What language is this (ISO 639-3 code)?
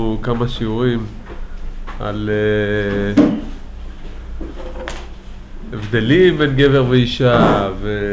heb